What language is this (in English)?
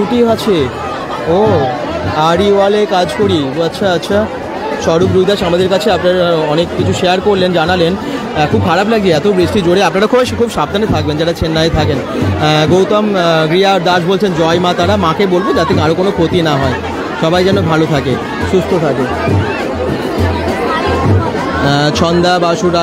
Bangla